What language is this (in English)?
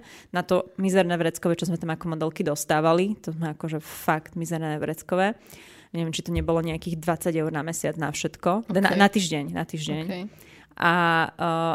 Slovak